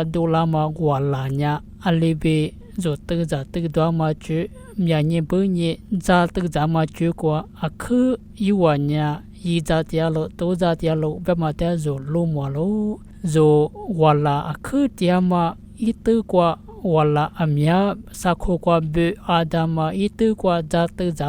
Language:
Lisu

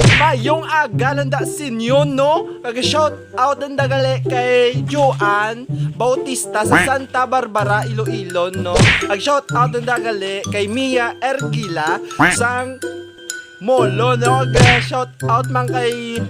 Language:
Hiligaynon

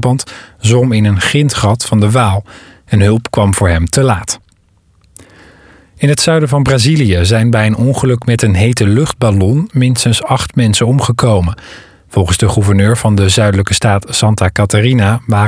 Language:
Dutch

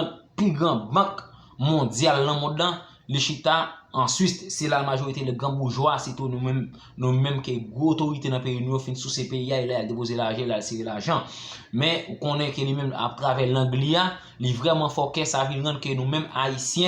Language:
Haitian Creole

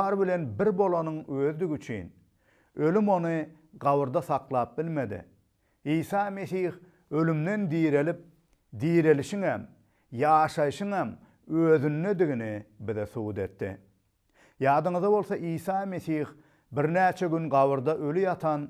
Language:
Turkmen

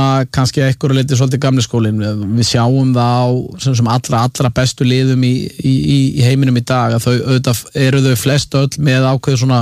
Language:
Icelandic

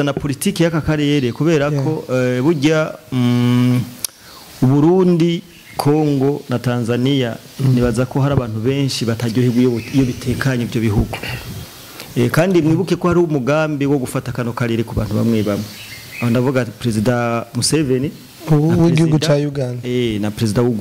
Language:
Rundi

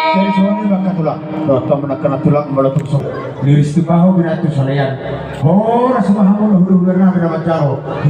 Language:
Batak Toba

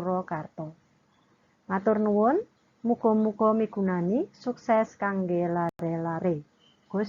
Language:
Javanese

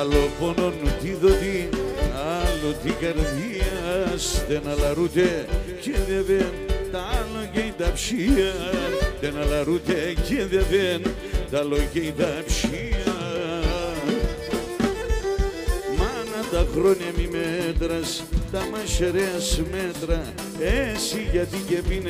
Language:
Greek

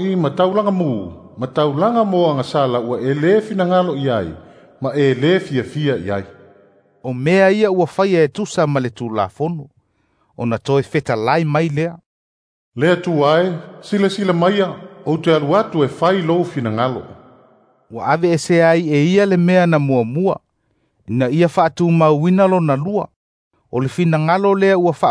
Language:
Samoan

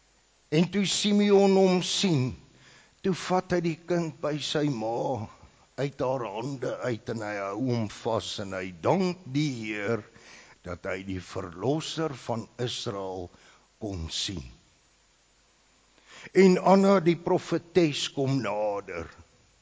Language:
Afrikaans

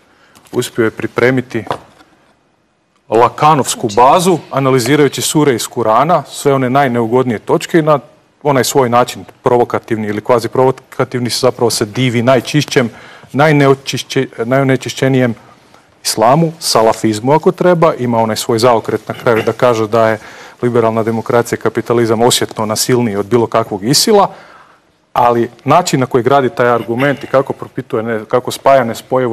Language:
Croatian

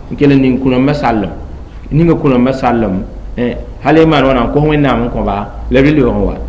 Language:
Mossi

